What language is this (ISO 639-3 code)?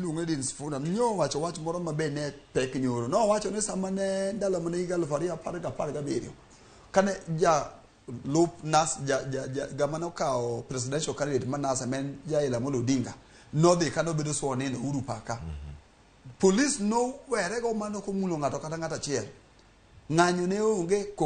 luo